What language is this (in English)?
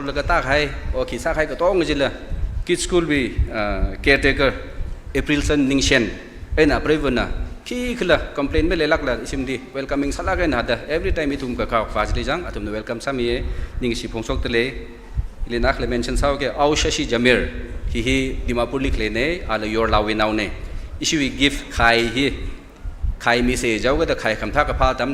Tangkhul Naga (India)